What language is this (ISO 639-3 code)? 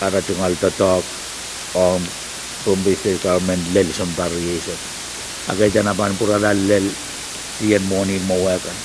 pon